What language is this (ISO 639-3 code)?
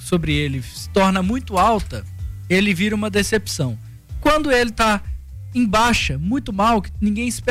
por